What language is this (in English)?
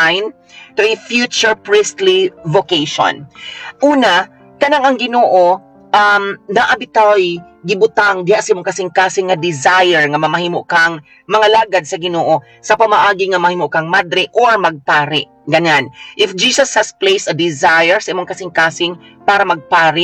Cebuano